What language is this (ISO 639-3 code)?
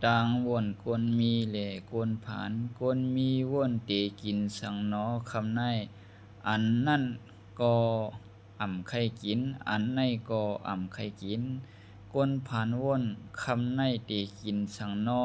shn